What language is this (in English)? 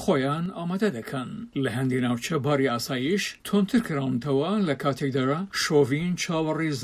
Central Kurdish